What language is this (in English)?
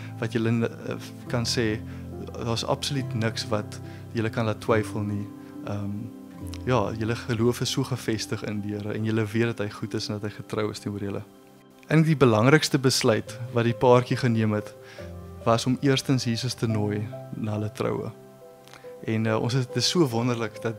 Afrikaans